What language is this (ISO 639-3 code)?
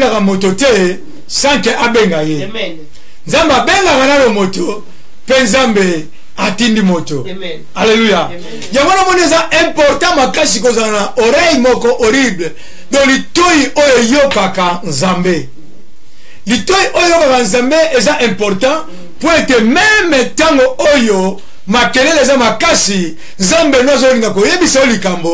lin